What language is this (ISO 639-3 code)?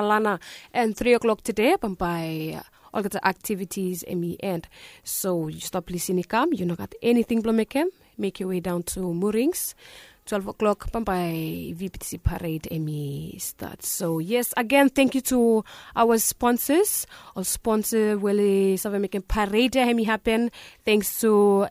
bis